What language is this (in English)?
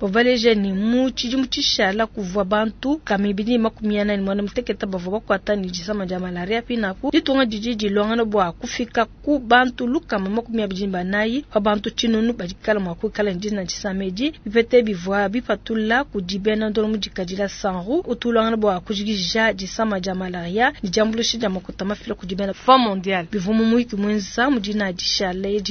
Luba-Lulua